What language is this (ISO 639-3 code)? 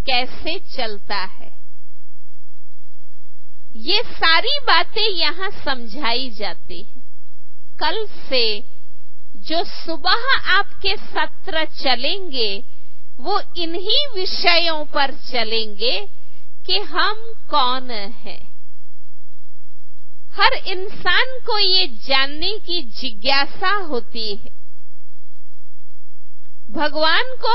hin